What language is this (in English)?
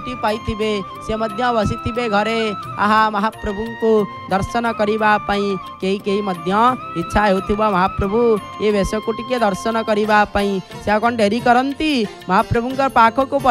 Odia